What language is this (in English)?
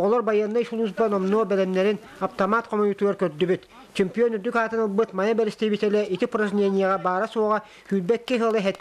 Yakut